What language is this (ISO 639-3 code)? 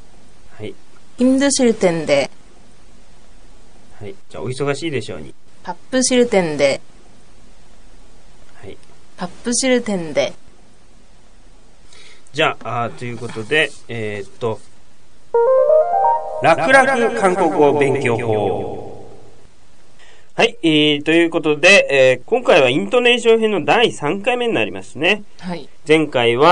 jpn